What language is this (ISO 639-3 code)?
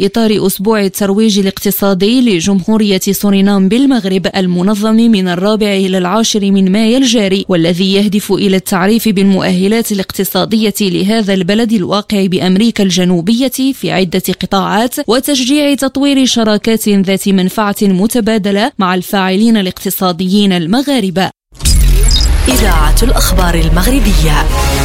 ara